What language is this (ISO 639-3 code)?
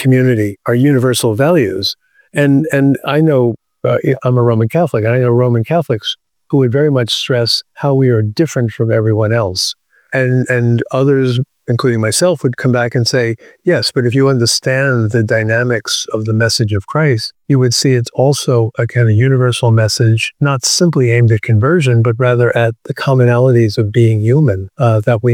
eng